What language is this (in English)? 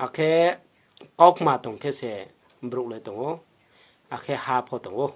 Riang (India)